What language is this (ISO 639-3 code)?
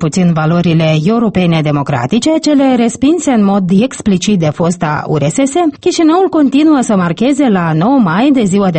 ron